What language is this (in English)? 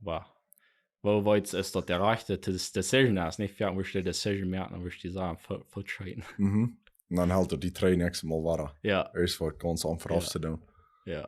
Plautdietsch